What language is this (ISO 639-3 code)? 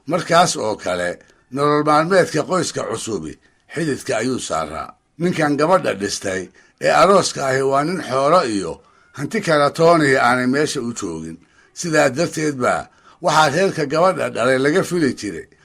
som